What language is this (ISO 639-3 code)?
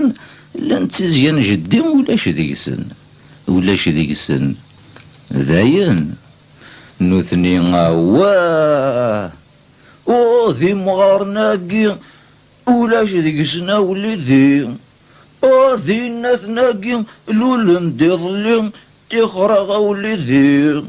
kab